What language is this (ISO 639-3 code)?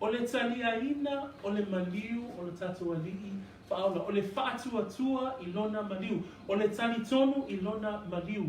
smo